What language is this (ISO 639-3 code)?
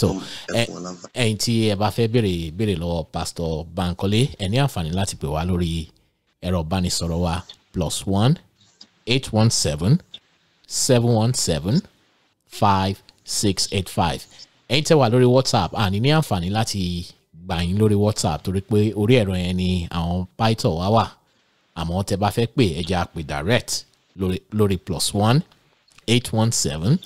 yor